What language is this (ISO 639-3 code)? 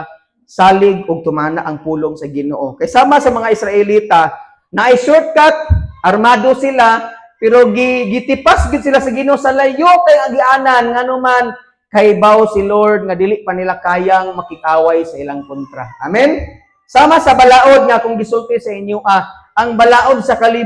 ceb